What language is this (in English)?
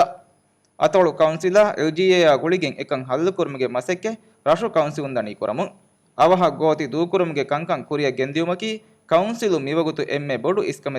Divehi